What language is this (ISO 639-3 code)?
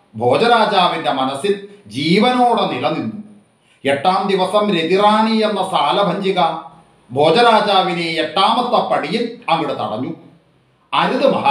mal